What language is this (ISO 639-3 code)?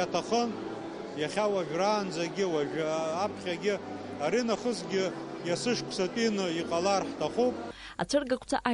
abk